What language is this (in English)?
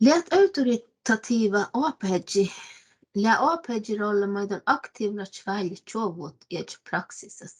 Northern Sami